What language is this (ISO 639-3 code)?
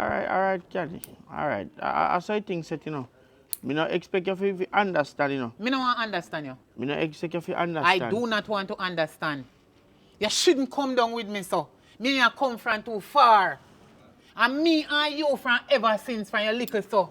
jam